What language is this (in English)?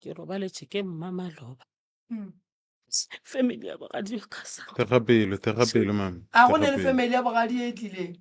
Northern Sotho